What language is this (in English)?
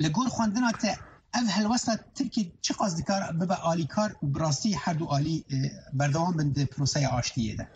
Kurdish